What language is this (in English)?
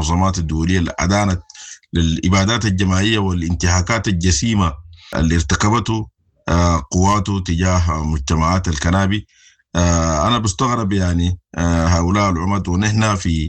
Sudanese Arabic